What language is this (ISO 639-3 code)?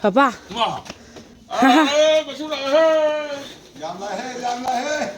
mni